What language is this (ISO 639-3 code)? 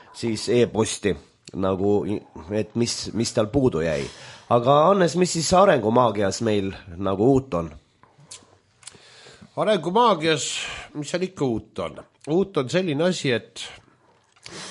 est